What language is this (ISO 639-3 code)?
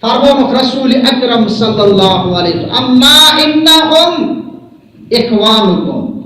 kas